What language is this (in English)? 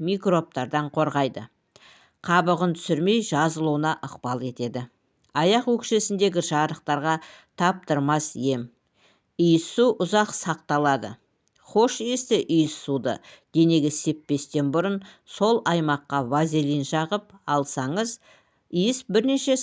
Kazakh